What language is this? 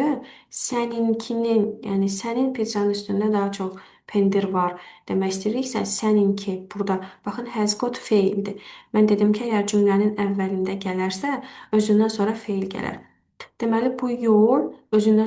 Azerbaijani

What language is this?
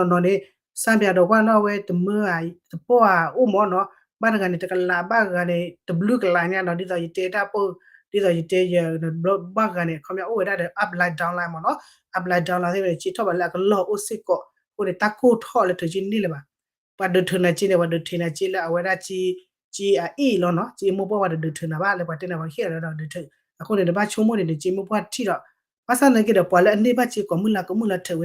S'gaw Karen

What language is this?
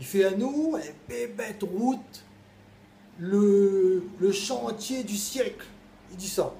Réunion Creole French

